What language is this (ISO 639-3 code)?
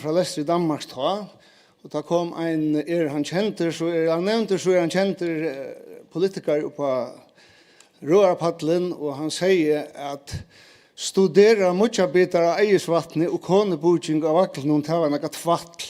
fao